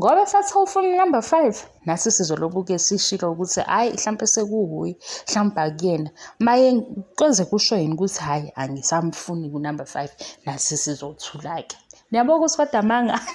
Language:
Zulu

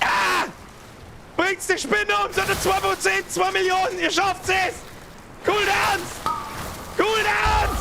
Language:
Bavarian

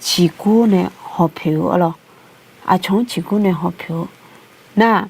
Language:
Akha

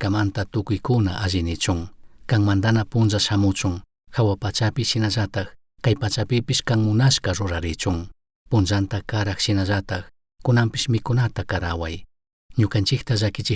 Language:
Chimborazo Highland Quichua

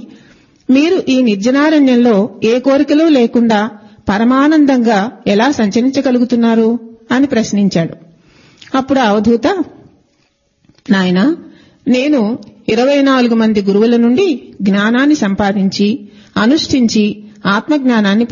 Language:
Telugu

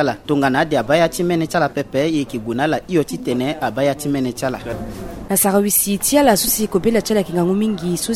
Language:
Sango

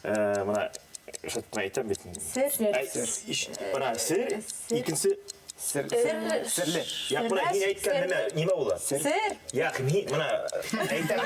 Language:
Bashkir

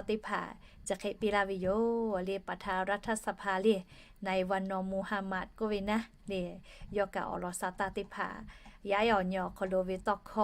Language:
Lahu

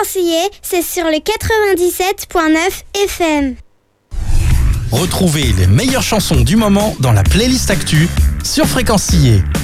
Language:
French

